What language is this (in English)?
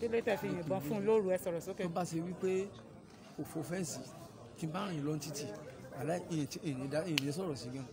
Yoruba